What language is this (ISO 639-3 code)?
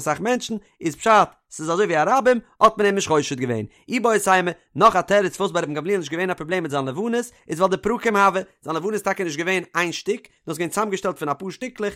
yid